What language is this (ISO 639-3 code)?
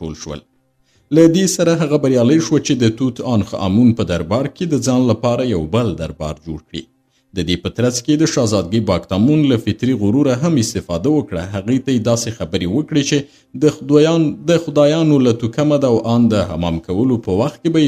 pus